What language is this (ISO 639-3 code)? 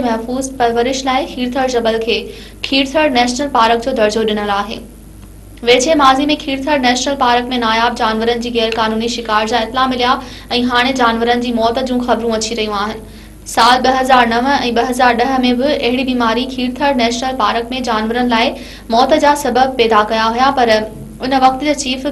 snd